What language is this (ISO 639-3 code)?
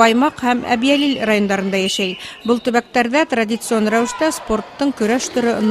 bak